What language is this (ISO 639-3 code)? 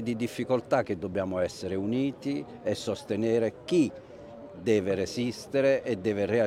ita